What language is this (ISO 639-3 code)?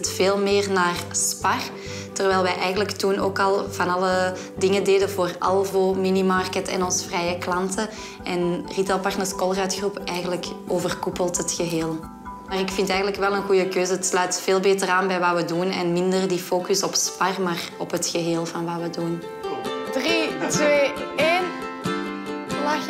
nld